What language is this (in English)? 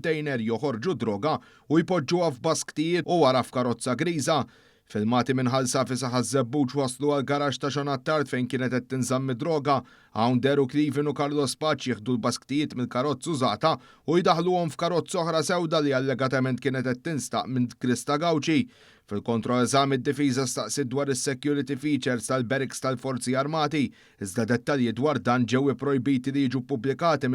Maltese